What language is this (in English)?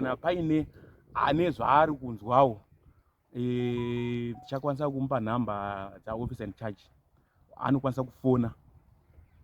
Shona